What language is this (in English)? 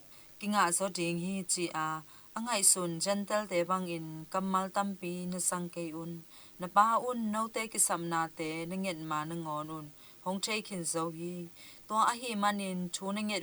Tedim Chin